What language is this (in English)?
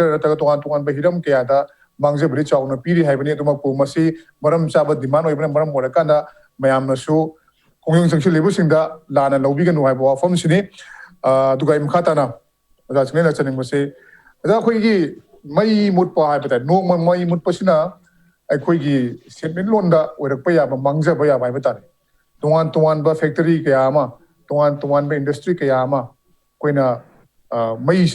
Manipuri